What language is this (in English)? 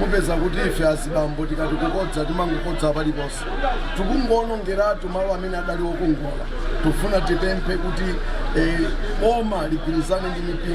Nyanja